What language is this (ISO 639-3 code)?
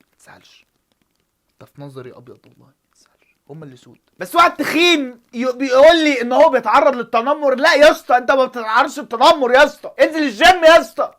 arz